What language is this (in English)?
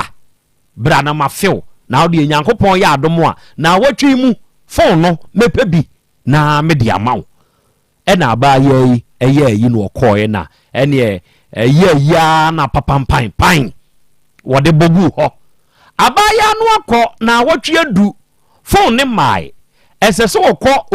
Akan